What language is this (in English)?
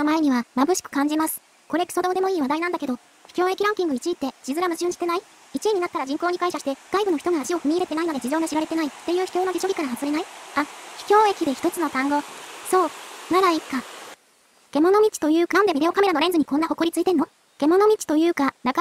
Japanese